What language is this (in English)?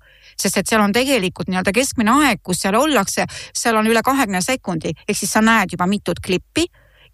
Estonian